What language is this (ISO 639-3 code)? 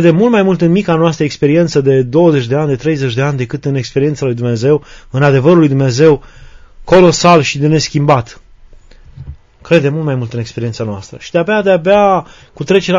ron